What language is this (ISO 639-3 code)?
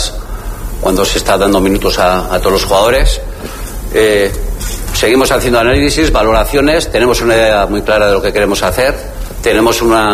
spa